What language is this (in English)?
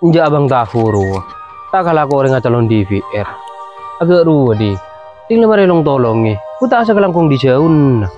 Madurese